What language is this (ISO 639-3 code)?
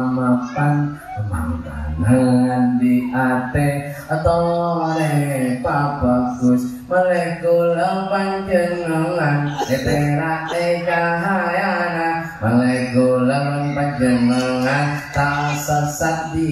mad